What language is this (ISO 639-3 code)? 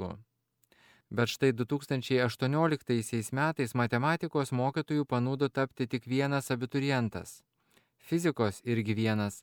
lit